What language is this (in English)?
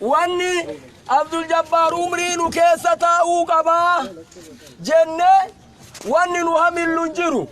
Oromo